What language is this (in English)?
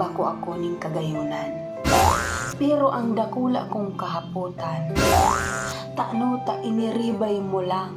Bikol